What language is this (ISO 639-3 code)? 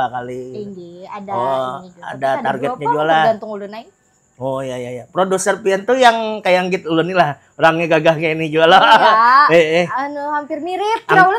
bjn